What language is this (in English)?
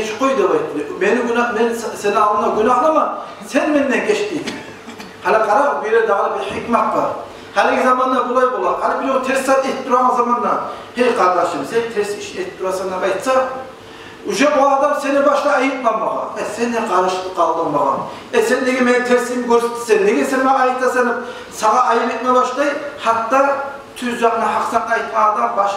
Kumyk